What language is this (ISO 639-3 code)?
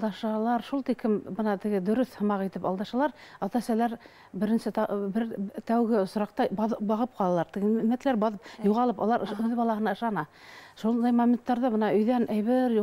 bak